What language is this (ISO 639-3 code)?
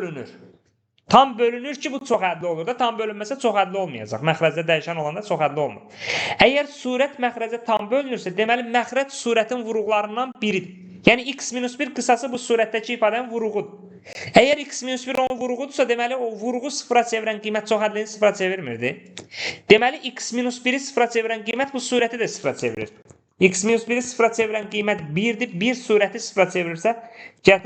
aze